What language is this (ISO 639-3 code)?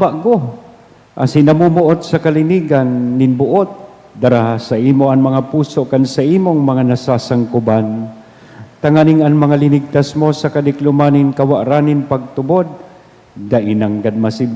bik